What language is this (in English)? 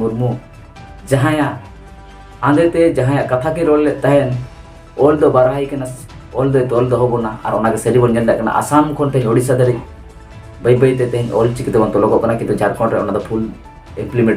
Santali